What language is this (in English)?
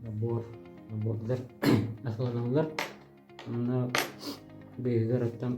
Yakut